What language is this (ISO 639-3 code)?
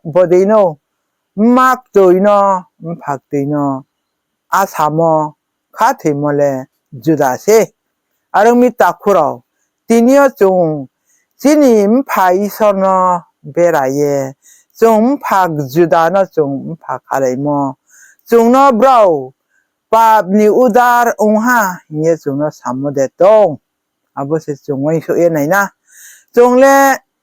ria